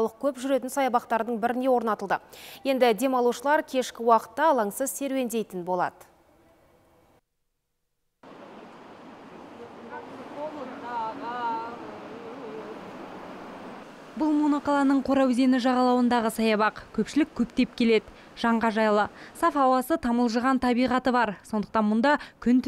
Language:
Kazakh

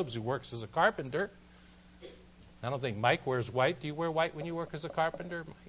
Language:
English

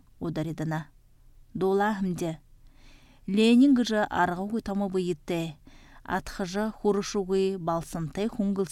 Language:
Buriat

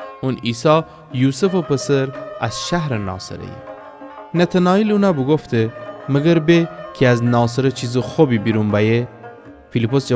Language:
Gilaki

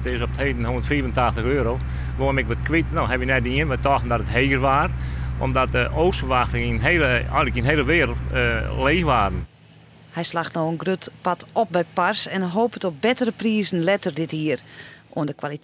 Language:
Western Frisian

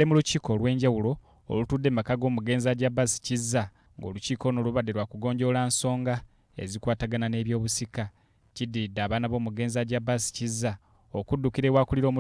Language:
Ganda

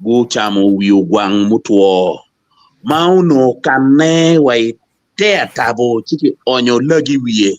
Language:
Acoli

